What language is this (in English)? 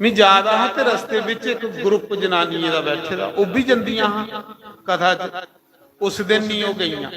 Dogri